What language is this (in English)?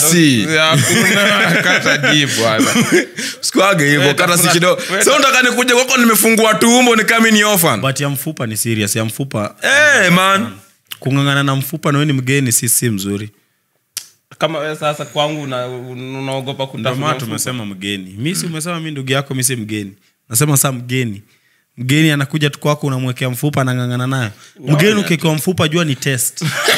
Swahili